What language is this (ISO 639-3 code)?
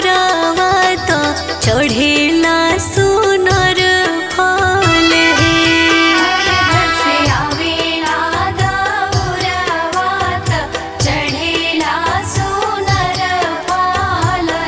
bho